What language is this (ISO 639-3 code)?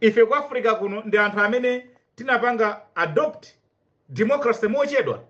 nya